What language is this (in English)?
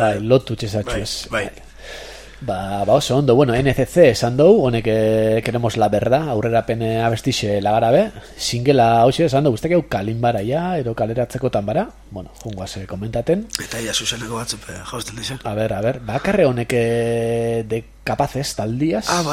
Basque